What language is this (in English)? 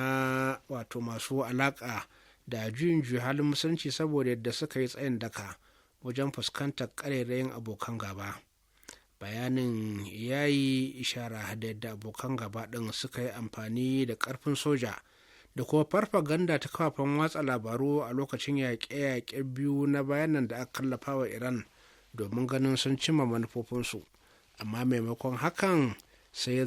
Hausa